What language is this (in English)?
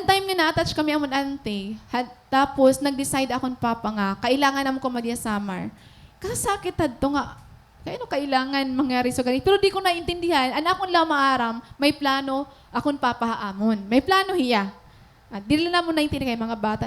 Waray